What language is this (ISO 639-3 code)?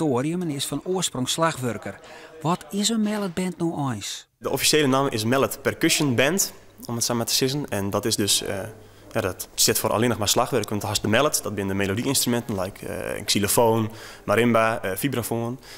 fry